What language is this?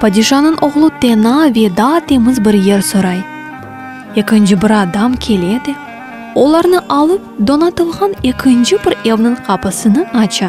Crimean Tatar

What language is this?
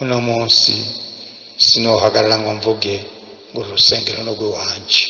Rundi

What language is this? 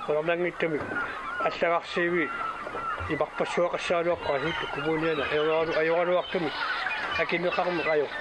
Kalaallisut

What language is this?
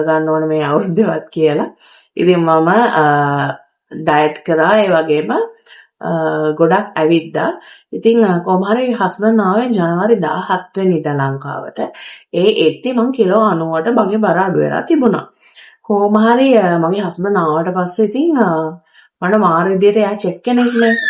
Sinhala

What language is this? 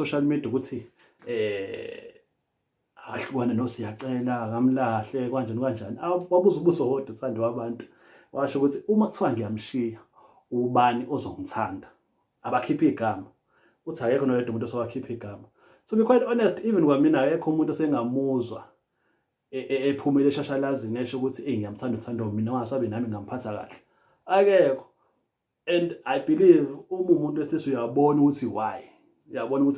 Zulu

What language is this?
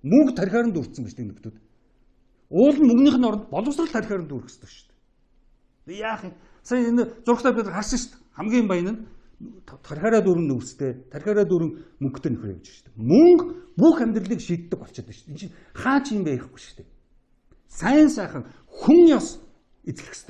Mongolian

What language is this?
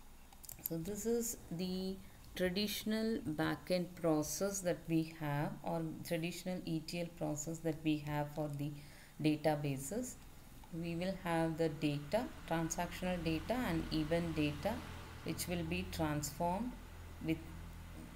English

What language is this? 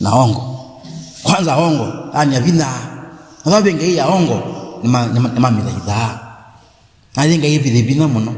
Kamba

